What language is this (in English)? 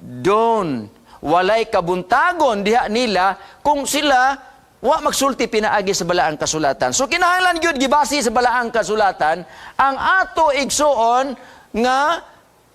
Cebuano